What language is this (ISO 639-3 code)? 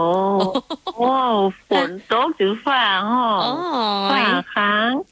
tha